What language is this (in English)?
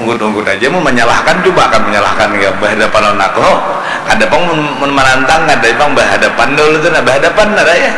Banjar